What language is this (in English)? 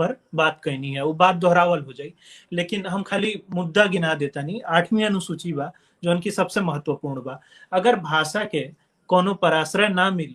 Bhojpuri